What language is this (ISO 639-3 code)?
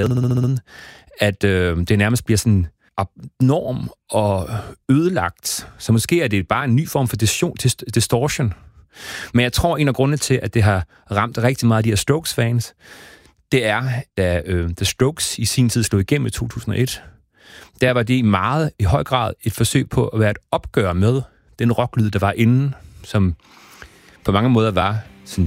dan